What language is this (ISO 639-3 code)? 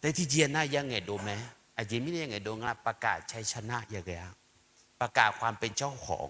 ahk